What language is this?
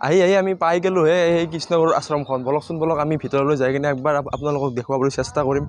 Assamese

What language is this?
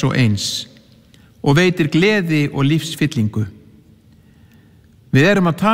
Icelandic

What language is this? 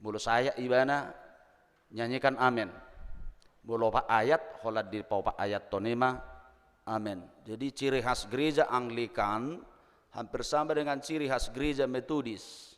Batak Toba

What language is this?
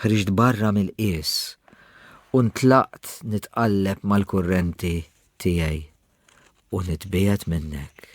Maltese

